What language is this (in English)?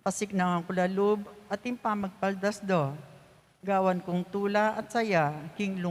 Pampanga